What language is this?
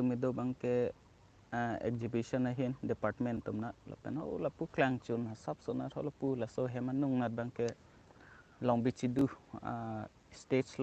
Karbi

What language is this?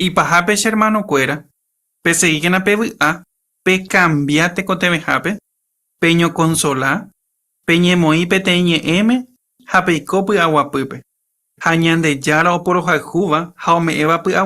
Guarani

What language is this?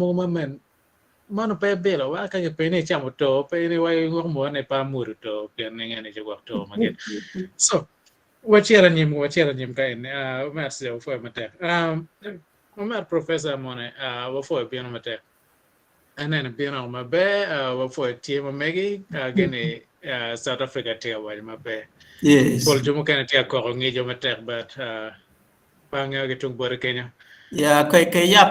Acoli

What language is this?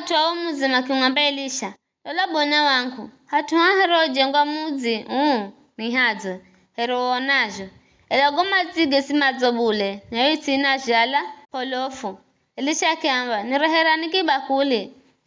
Giryama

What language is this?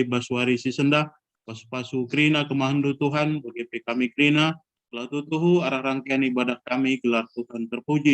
Batak Karo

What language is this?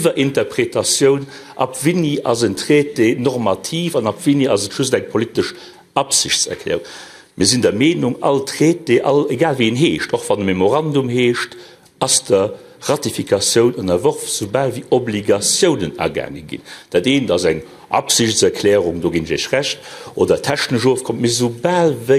Luxembourgish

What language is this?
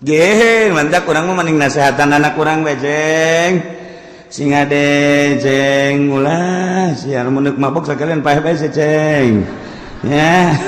Sundanese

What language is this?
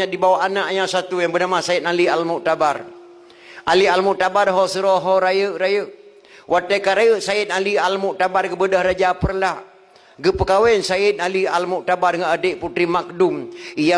Achinese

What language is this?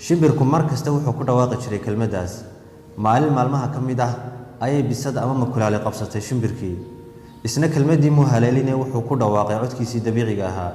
Somali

